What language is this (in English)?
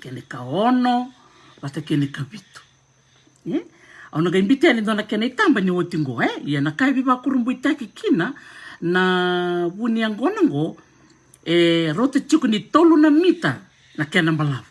Fijian